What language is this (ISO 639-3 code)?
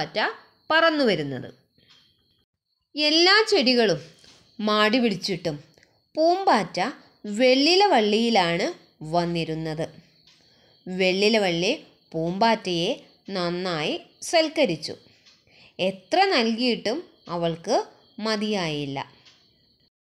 mal